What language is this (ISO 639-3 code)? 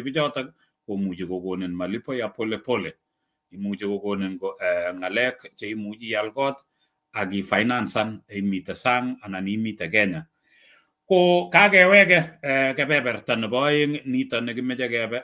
kln